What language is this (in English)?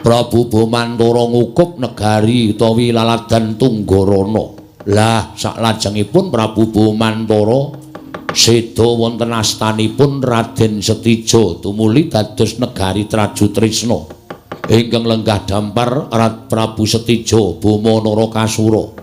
Javanese